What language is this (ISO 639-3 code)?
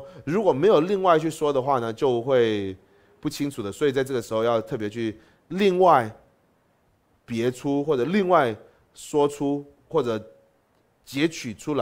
zho